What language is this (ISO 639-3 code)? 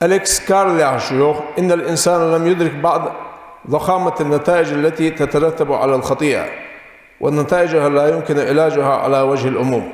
inh